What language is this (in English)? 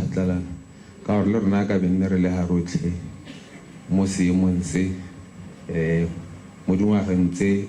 Tswana